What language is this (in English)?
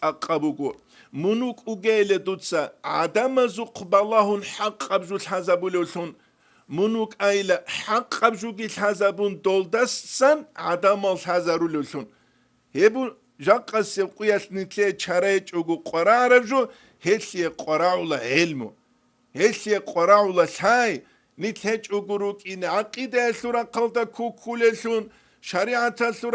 Avaric